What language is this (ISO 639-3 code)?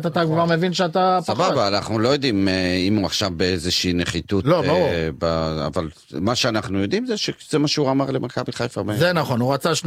heb